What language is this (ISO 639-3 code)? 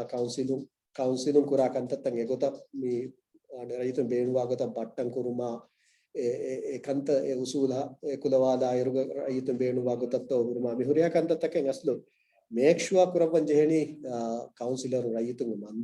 div